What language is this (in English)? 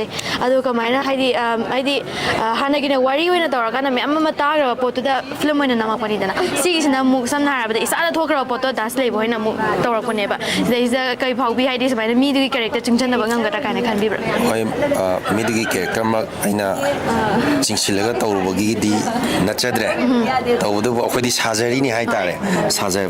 Manipuri